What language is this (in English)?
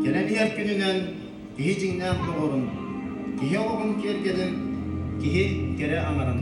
Yakut